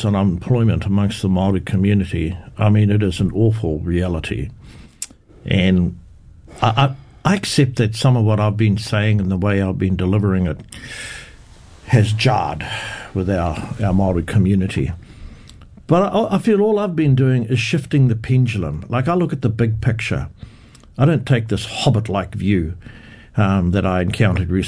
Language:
English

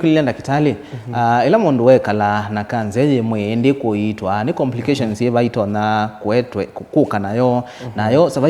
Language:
Kamba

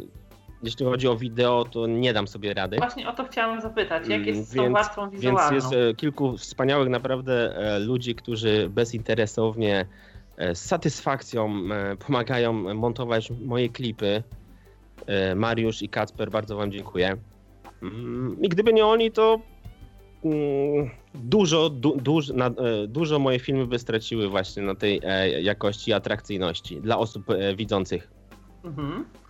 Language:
Polish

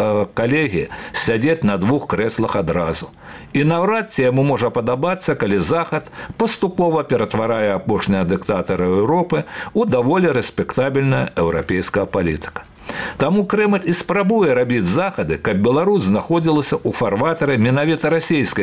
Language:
Belarusian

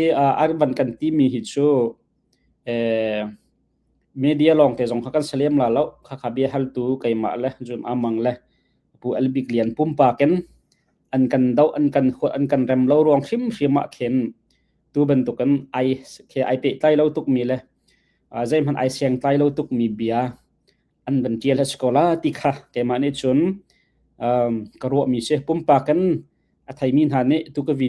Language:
Hakha Chin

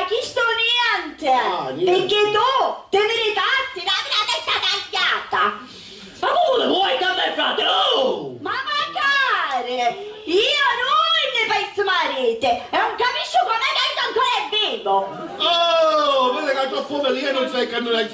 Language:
Sicilian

